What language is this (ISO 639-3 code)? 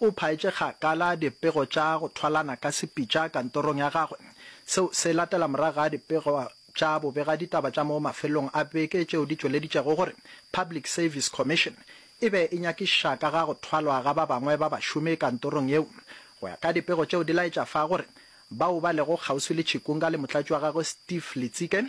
nso